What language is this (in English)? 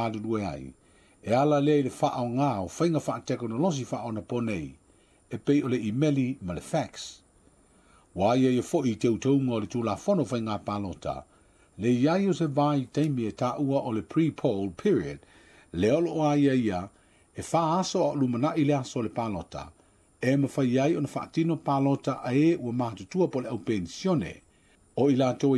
Samoan